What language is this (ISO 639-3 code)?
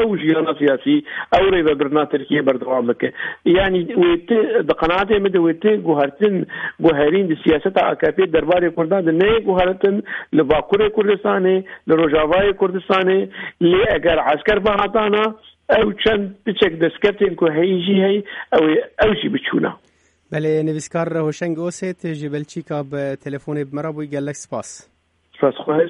kur